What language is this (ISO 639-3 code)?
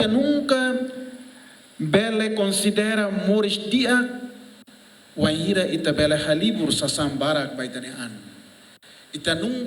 tet